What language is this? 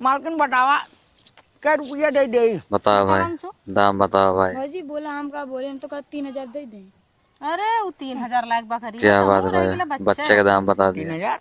Awadhi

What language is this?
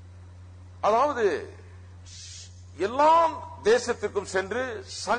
Tamil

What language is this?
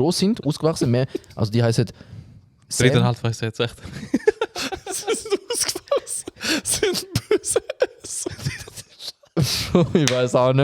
Swiss German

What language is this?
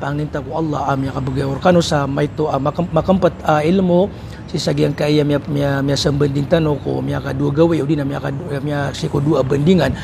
Maranao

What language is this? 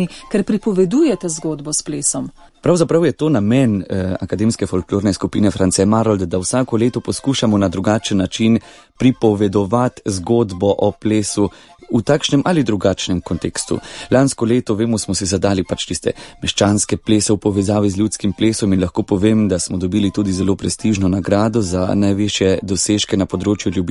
Slovenian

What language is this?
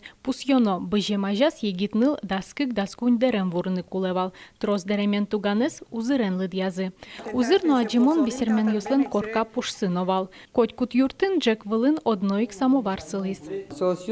Udmurt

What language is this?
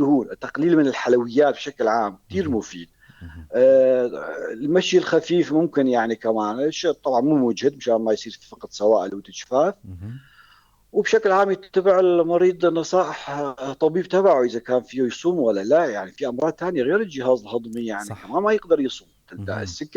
North Levantine Arabic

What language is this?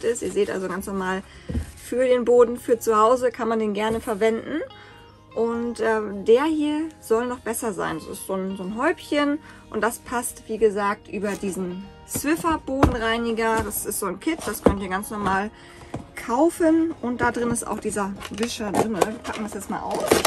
German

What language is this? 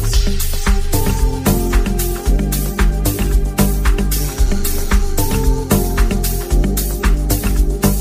Zulu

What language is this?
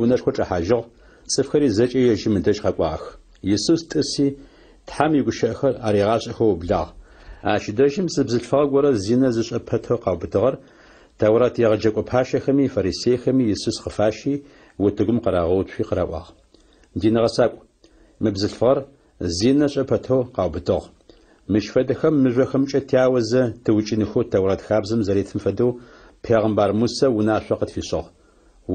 Adyghe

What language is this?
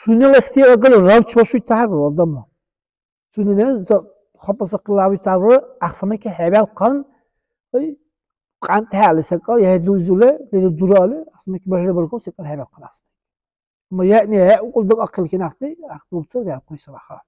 Dargwa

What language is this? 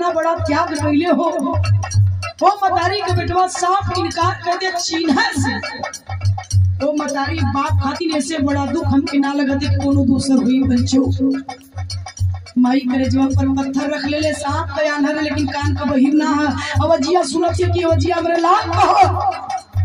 Bhojpuri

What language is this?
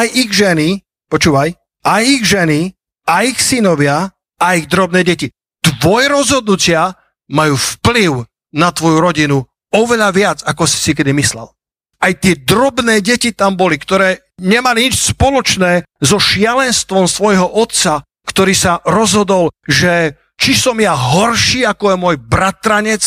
Slovak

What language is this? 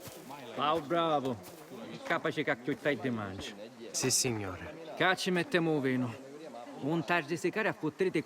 Sicilian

